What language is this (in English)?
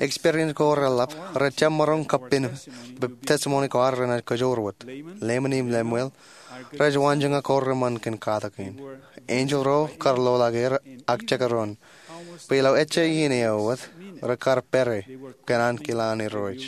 Marshallese